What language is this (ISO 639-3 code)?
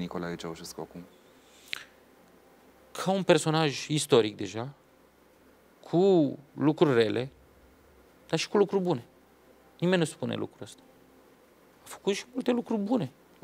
ron